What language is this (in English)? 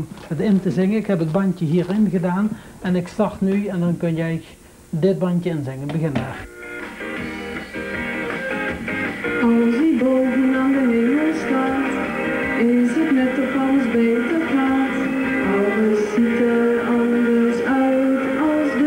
Dutch